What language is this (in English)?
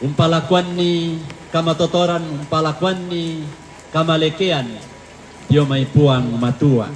Toraja-Sa'dan